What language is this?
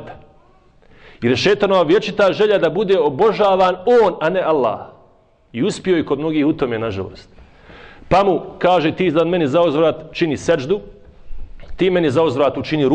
Bosnian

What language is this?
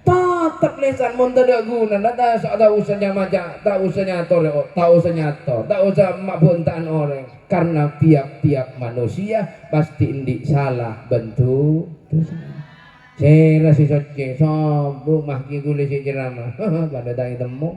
Madurese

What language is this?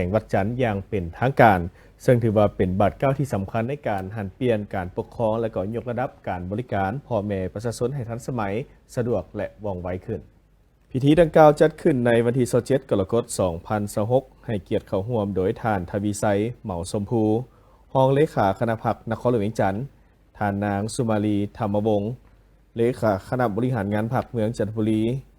Lao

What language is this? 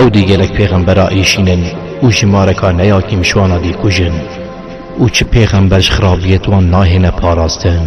Kurdish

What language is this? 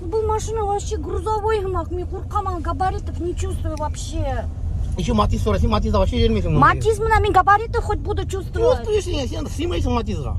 Bashkir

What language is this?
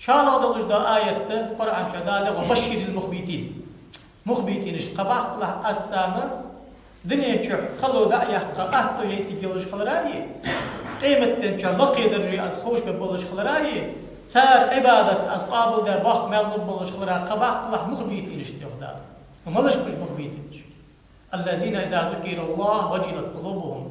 Ingush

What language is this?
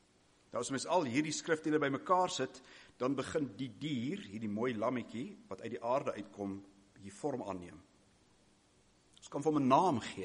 Afrikaans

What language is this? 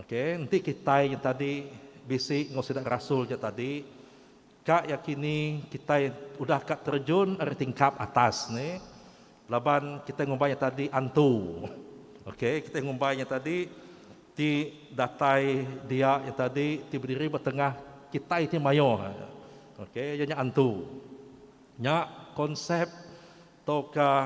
Iban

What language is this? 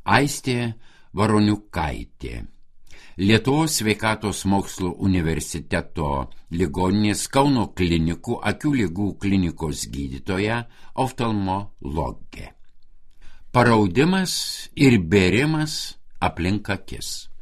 Lithuanian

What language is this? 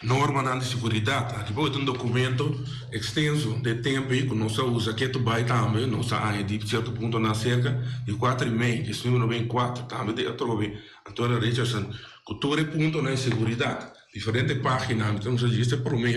Papiamento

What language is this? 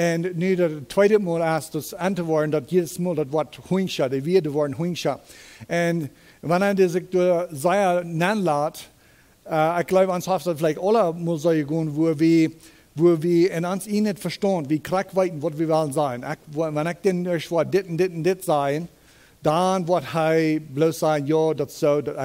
Plautdietsch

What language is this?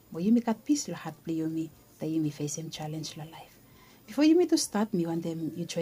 Bislama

